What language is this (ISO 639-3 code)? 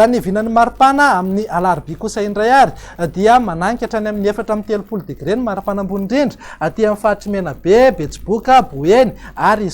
mlg